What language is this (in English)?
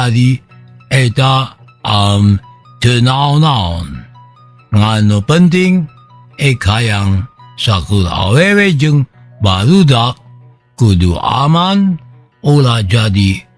Sundanese